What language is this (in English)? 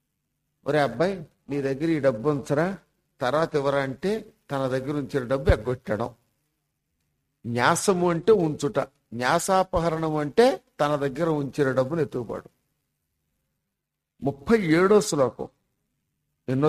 Telugu